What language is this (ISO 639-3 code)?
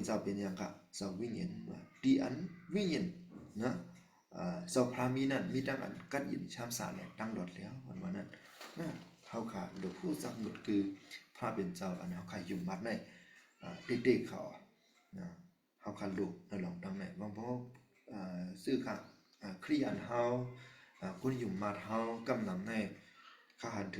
shn